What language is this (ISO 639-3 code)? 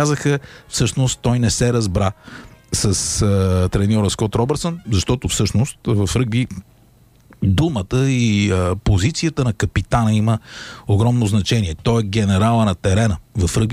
bul